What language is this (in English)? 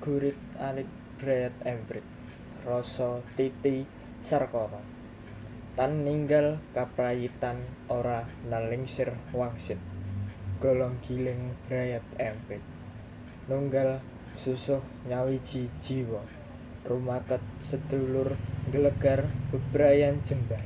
Javanese